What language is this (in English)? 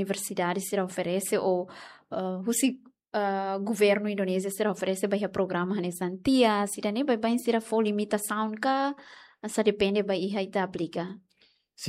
Tetum